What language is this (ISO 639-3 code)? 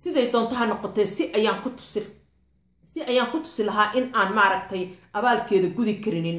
som